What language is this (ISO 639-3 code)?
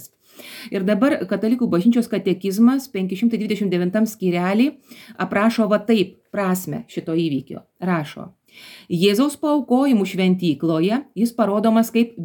lit